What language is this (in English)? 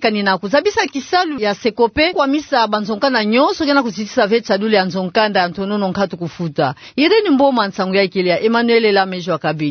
Kituba (Democratic Republic of Congo)